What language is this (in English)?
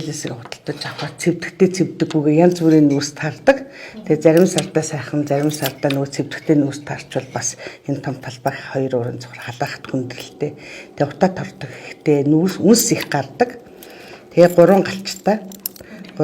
Mongolian